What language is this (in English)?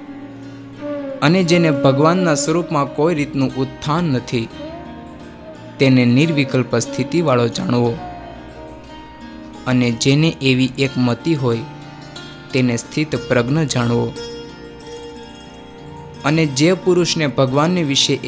Gujarati